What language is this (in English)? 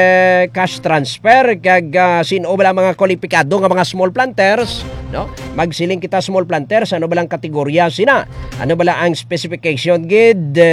Hiligaynon